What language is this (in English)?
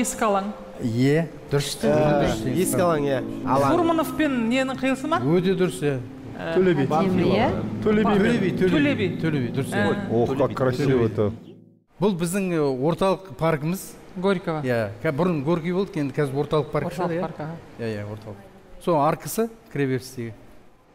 Kazakh